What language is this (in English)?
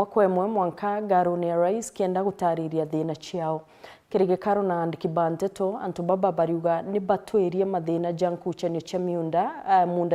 Meru